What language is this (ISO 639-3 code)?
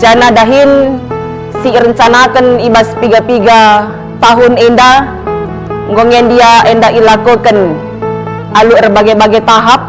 btx